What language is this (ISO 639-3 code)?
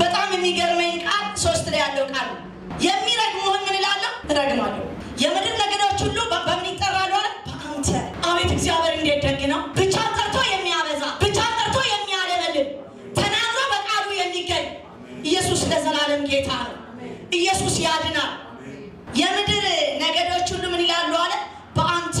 amh